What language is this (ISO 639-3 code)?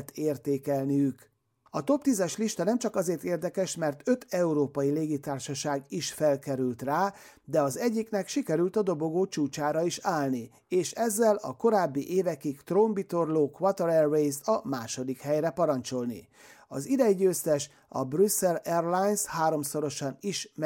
hun